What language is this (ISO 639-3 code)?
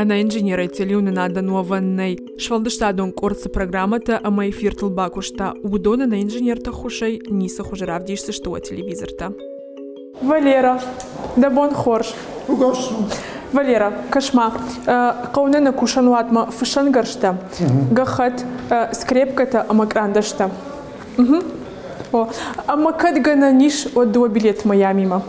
oss